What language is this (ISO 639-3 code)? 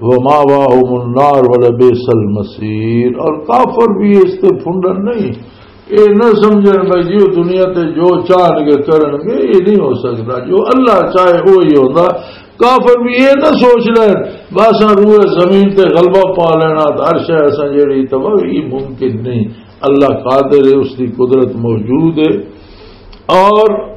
lah